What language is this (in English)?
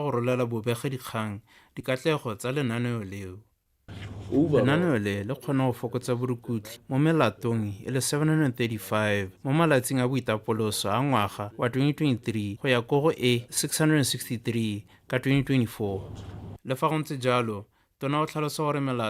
Tswana